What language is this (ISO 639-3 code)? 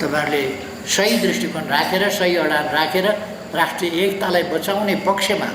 nep